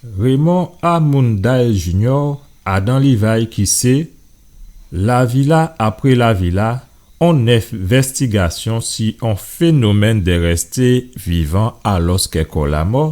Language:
Guadeloupean Creole French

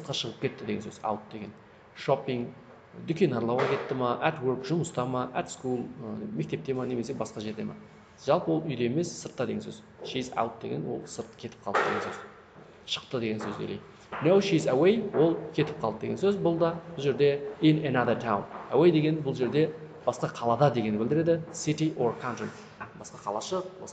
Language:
Kazakh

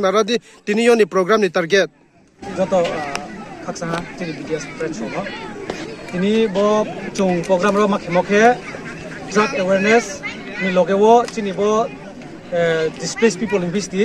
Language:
Riang (India)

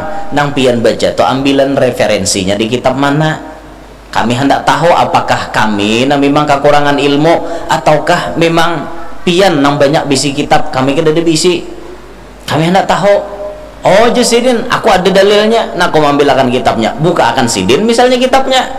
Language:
Banjar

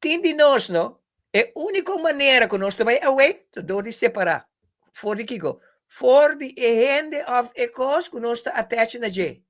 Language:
Papiamento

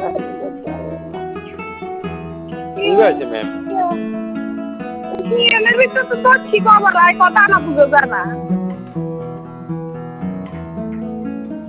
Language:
Bangla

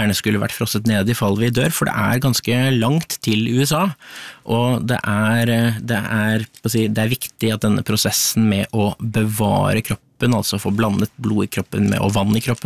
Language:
Norwegian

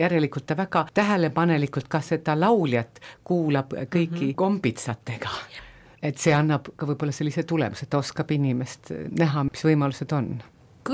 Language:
Estonian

